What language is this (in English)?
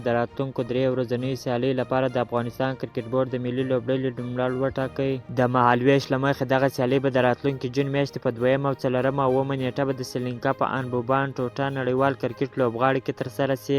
Pashto